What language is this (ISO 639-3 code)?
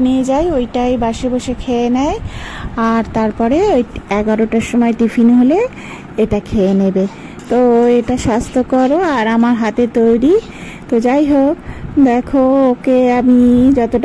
ben